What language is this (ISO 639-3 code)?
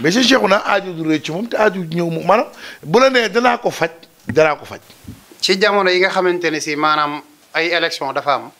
wol